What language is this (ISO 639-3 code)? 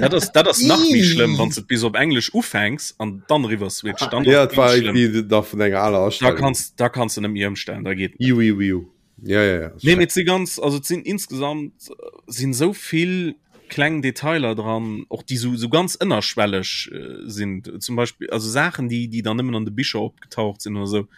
ltz